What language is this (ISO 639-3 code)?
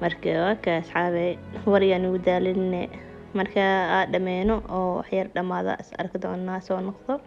som